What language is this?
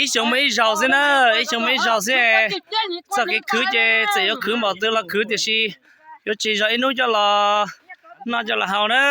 Hmong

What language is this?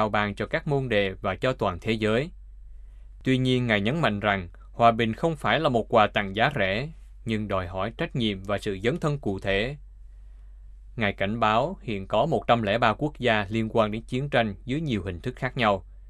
Vietnamese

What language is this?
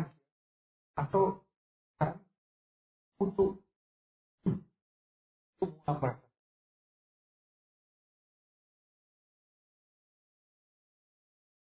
Indonesian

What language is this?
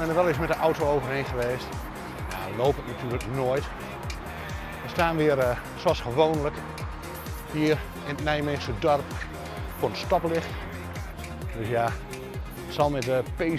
Dutch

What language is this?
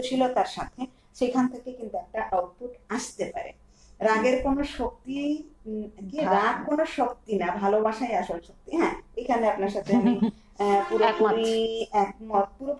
Bangla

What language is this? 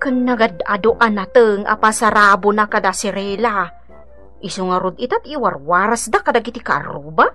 Iloko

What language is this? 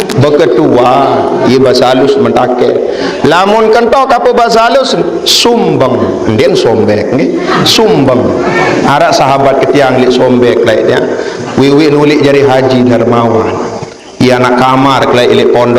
Sasak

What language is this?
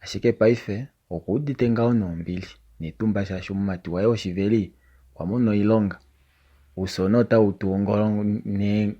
Kuanyama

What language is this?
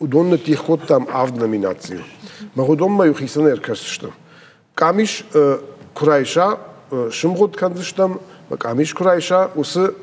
Ossetic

